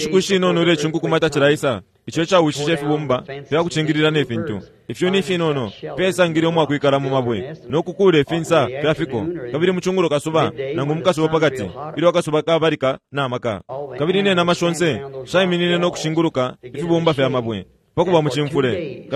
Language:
Bemba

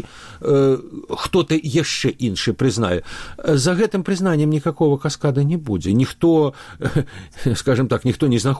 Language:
Belarusian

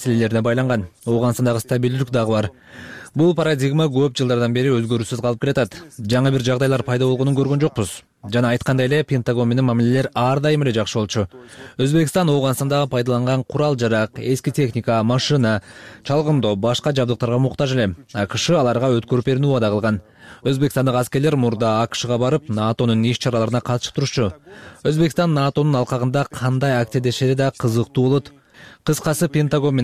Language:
Kyrgyz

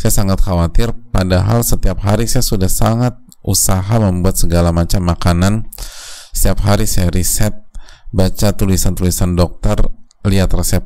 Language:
Indonesian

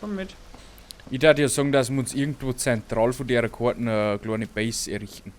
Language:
Bavarian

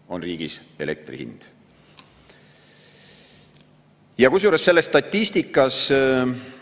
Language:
Estonian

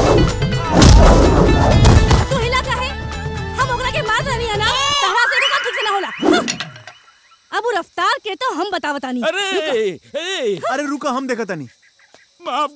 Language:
Bhojpuri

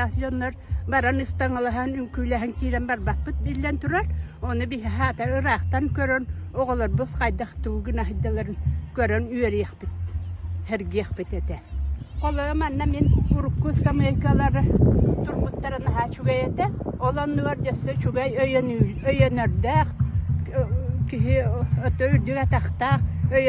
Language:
Yakut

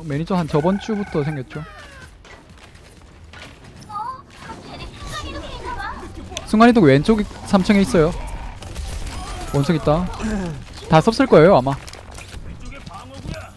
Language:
Korean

